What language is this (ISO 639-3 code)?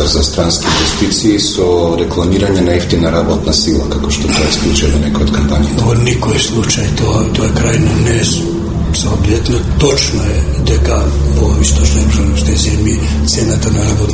mkd